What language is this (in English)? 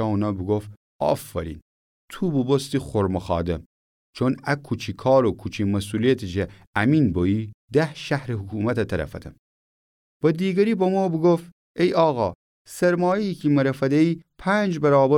Gilaki